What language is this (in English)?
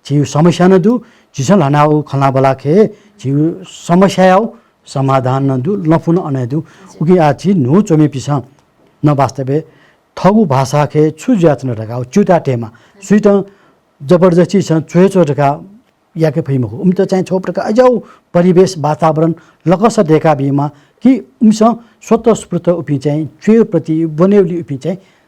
Newari